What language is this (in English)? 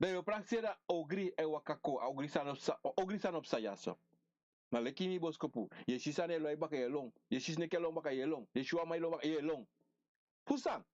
Sranan Tongo